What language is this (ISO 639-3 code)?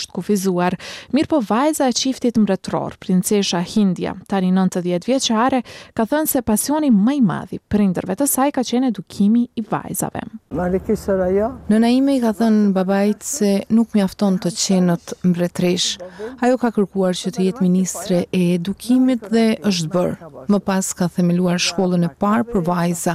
sqi